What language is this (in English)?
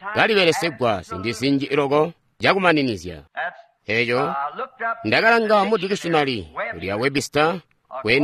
Tonga (Zambia)